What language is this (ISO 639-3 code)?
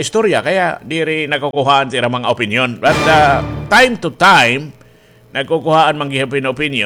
war